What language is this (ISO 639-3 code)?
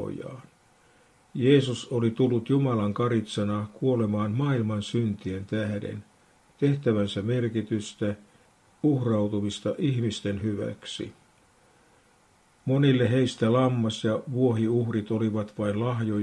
fin